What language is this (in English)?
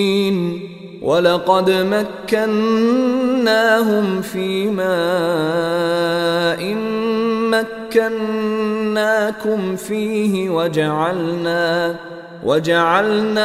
Arabic